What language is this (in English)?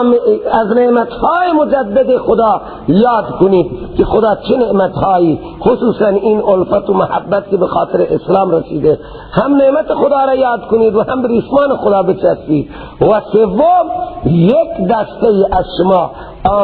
Persian